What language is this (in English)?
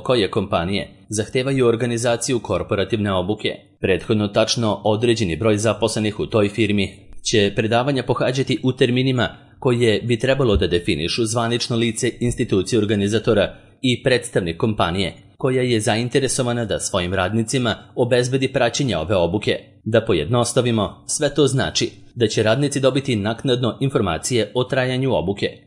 Serbian